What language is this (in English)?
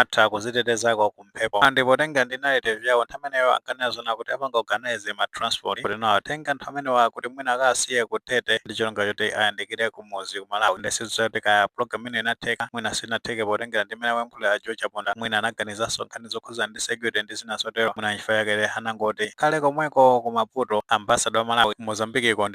Nyanja